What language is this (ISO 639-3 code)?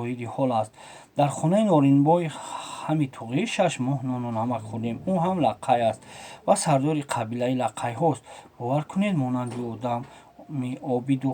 tgk